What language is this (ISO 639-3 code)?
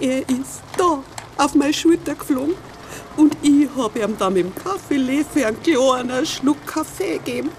bar